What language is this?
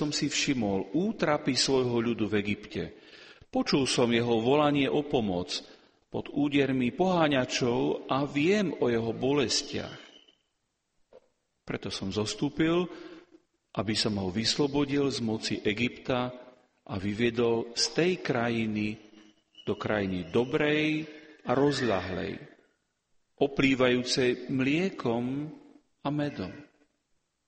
Slovak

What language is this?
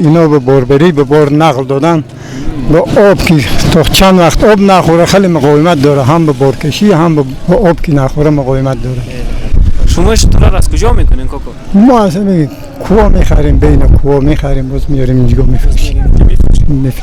Persian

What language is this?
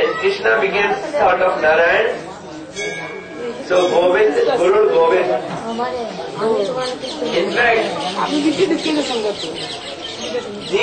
English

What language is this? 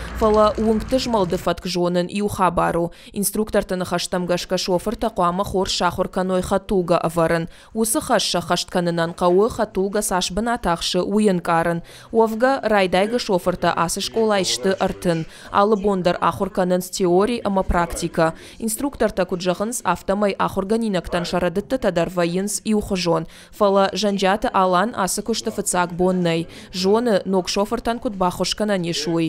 Ossetic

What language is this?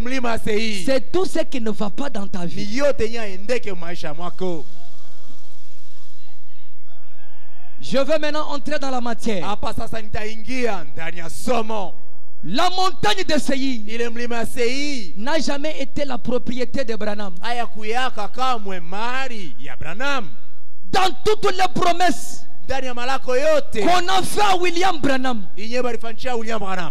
Swahili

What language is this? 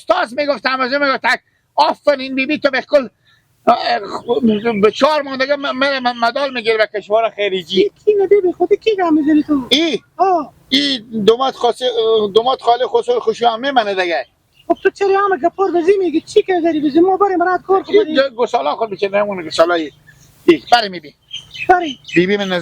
Persian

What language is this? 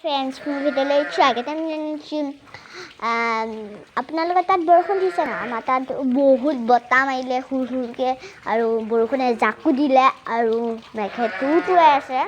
Assamese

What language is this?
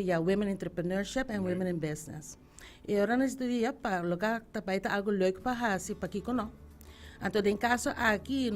Papiamento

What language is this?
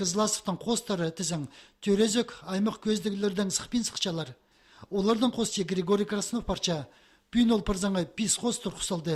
Khakas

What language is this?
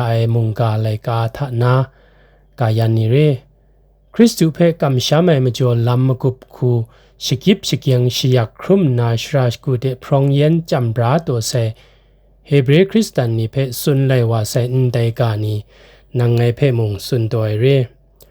Kachin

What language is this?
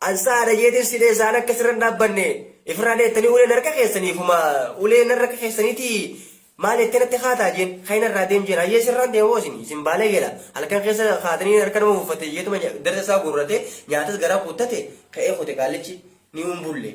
Oromo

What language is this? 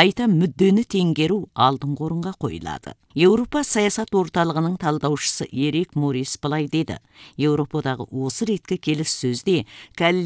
Kazakh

